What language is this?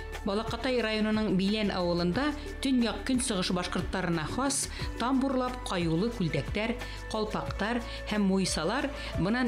Bashkir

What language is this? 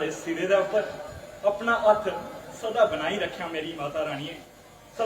Dogri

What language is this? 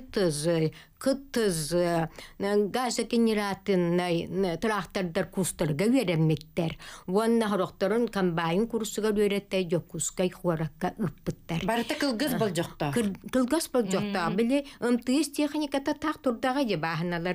Yakut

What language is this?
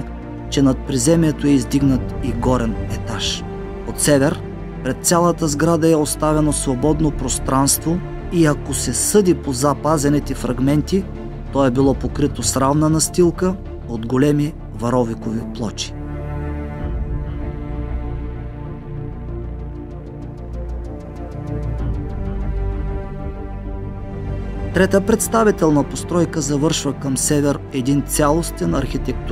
Bulgarian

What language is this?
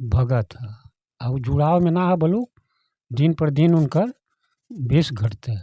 Bhojpuri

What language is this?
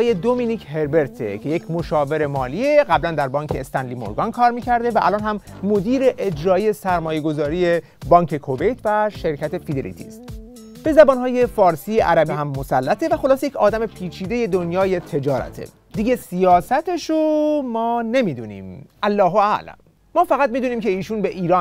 Persian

